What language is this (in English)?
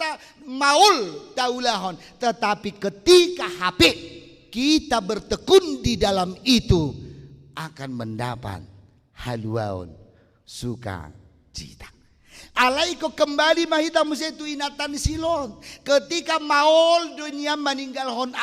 Batak Toba